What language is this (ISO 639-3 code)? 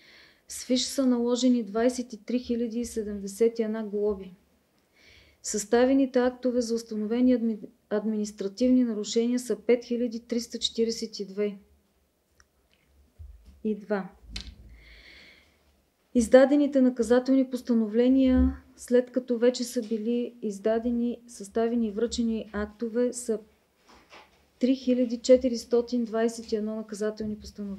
bul